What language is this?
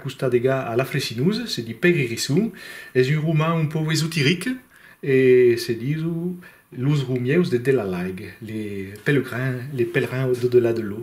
Occitan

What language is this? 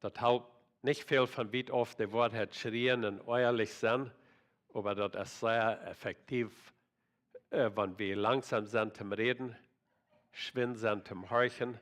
Plautdietsch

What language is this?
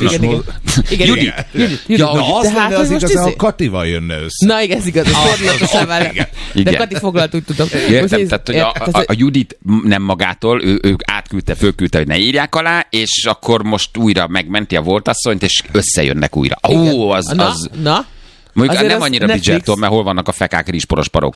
Hungarian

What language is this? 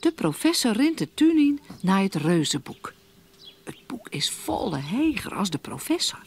Western Frisian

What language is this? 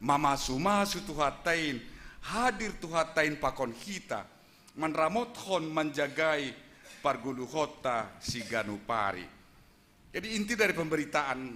Batak Simalungun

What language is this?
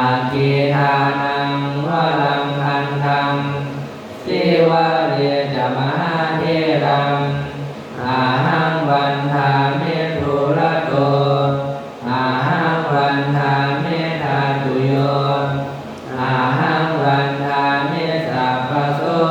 Pali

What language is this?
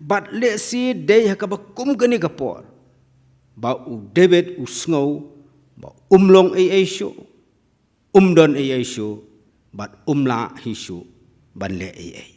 Khasi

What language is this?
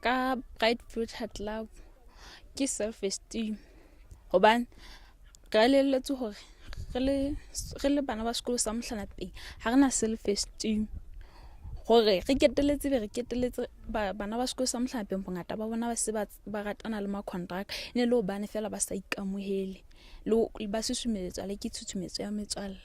Southern Sotho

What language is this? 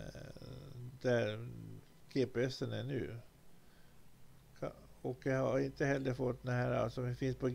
Swedish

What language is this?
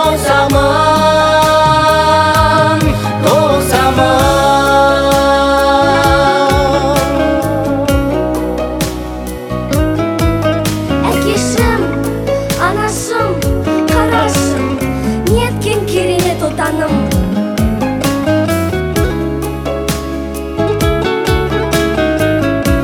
Kazakh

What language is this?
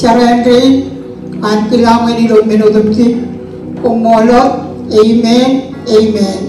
Marshallese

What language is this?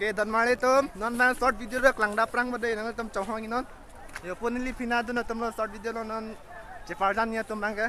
Karbi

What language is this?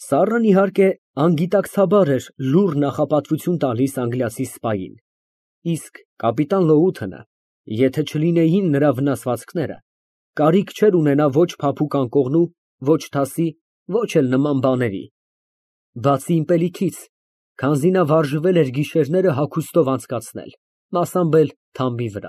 Armenian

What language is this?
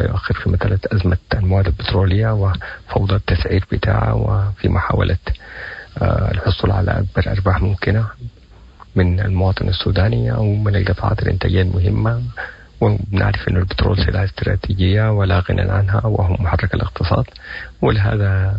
Sudanese Arabic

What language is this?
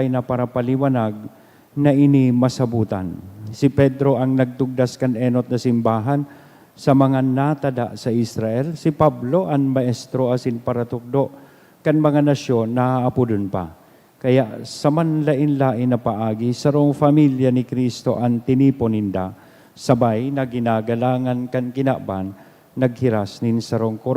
Bikol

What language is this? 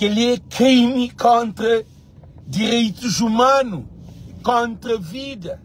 Kabuverdianu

